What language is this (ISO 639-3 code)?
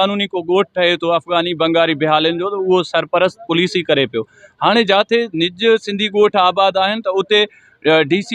snd